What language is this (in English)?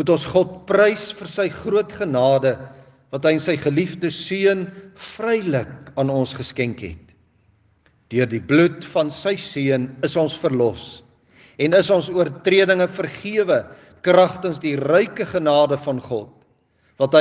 Afrikaans